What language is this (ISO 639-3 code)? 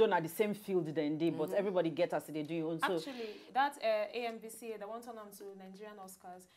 pcm